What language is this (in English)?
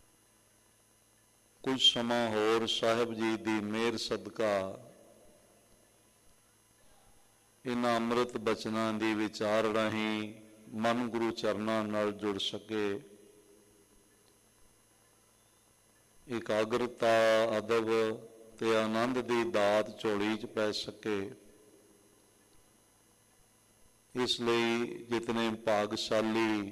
Punjabi